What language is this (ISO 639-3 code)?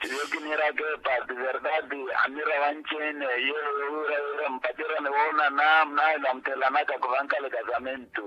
vmw